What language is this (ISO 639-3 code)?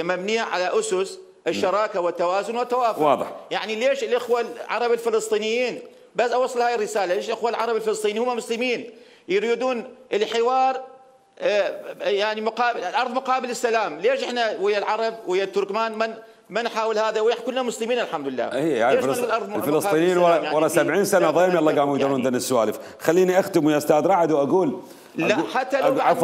acm